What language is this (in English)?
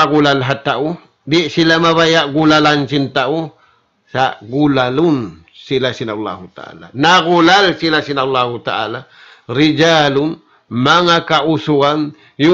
Tausug